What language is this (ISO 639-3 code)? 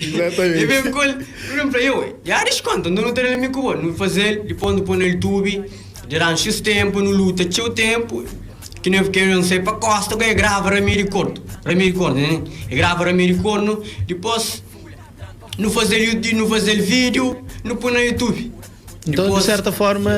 kea